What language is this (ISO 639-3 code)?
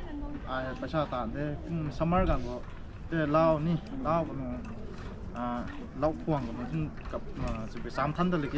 nbu